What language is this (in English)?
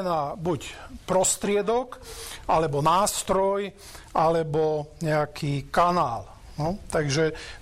Slovak